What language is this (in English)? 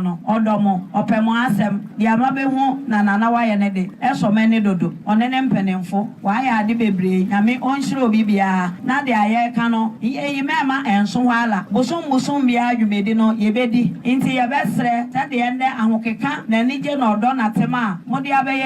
Akan